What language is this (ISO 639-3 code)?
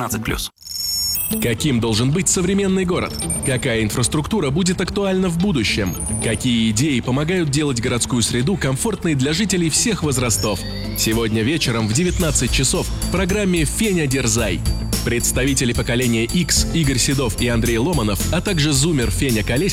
rus